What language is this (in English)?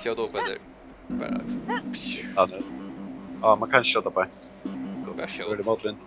Faroese